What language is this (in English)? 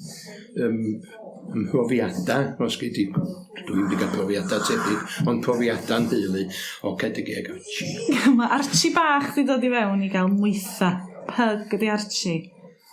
Welsh